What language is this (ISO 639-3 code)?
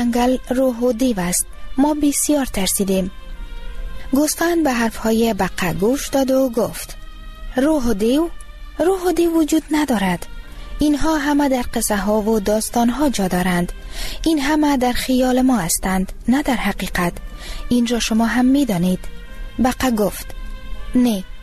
fas